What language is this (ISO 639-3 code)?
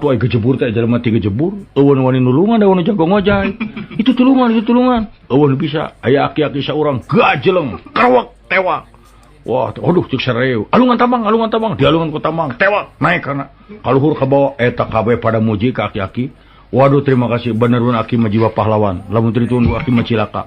sun